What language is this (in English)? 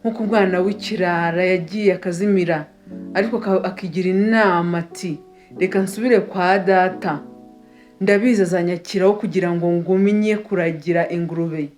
Kinyarwanda